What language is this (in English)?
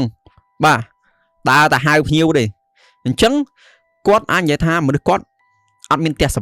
Khmer